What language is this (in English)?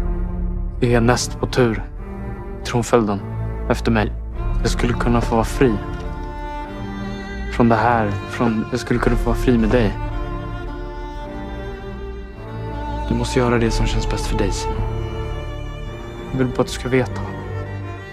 Swedish